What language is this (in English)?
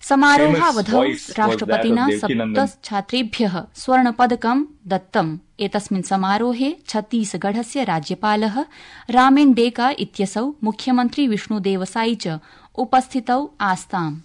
Sanskrit